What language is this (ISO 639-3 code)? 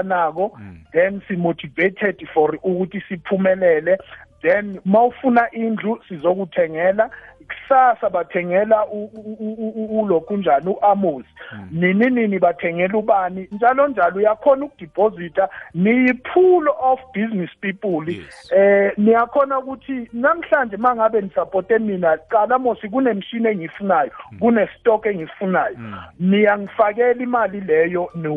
nbl